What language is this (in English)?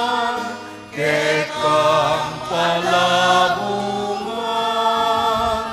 Pampanga